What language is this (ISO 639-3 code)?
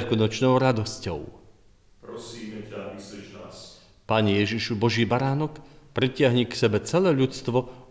slk